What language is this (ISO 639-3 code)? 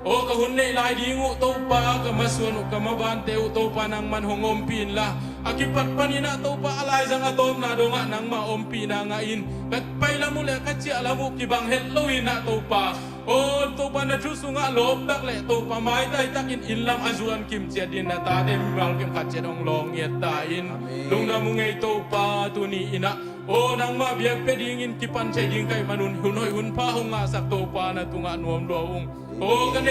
ctd